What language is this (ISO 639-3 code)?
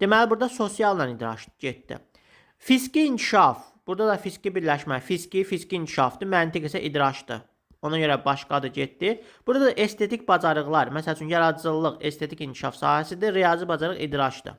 aze